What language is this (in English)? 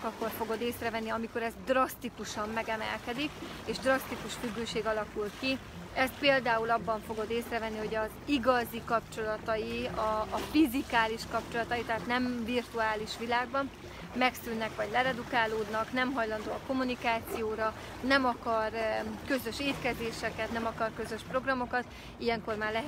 Hungarian